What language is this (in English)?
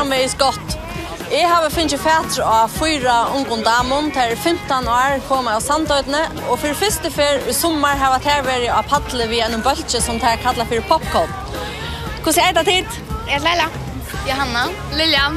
Faroese